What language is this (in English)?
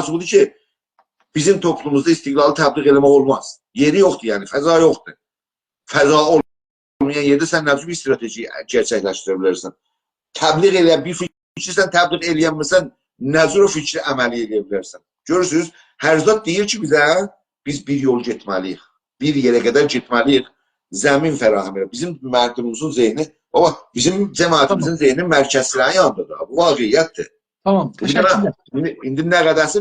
South Azerbaijani